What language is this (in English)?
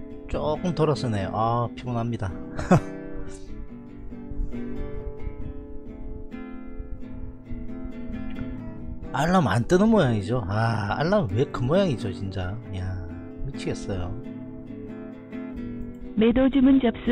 Korean